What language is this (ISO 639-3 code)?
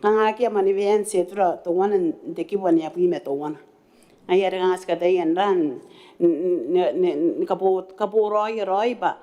gil